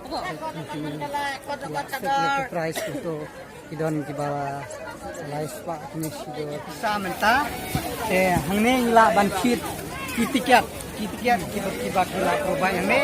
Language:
Khasi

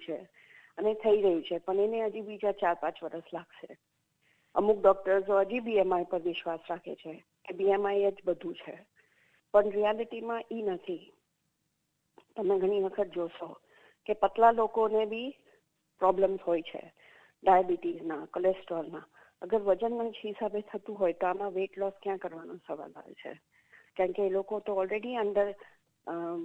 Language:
Gujarati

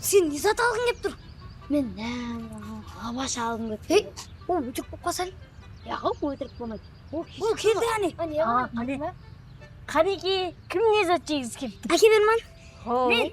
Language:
Kara-Kalpak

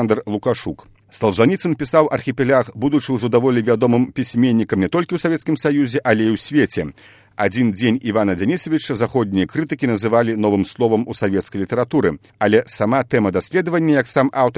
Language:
Belarusian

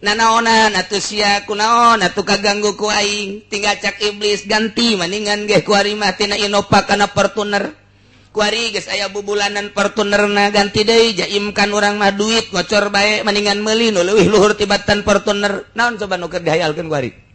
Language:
Sundanese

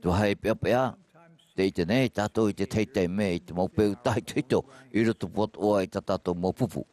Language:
Tahitian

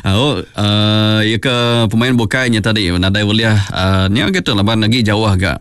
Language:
Iban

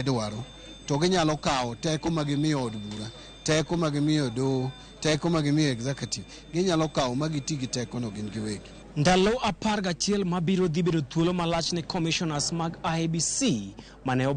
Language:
Luo (Kenya and Tanzania)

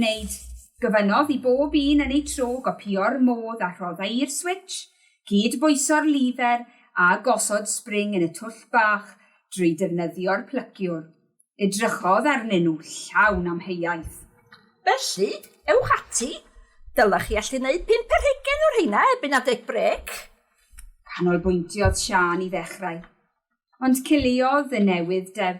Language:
Welsh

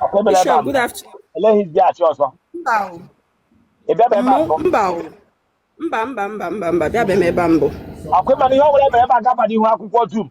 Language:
Igbo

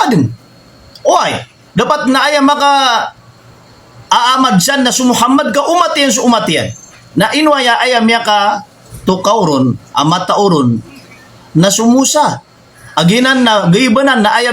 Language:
Maranao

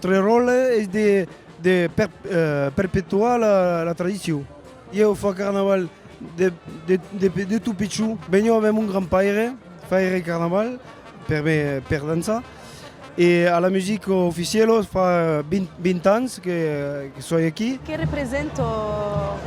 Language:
Occitan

